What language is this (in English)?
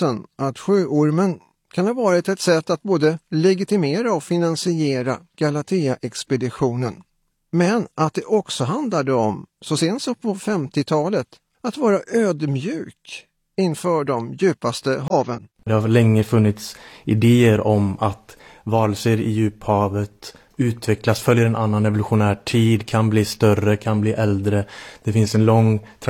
Swedish